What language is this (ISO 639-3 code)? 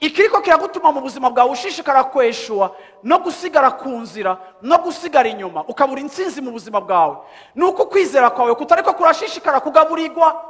run